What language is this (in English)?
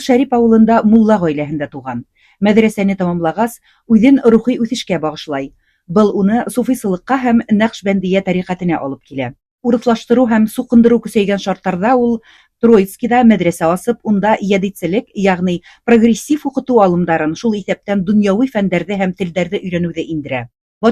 Bashkir